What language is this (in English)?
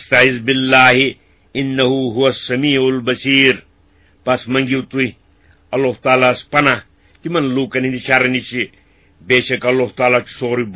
Kashmiri